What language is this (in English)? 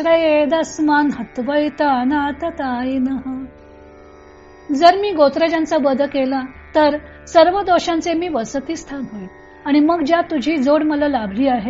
Marathi